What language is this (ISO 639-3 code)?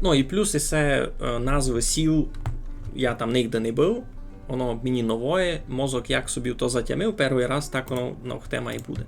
rue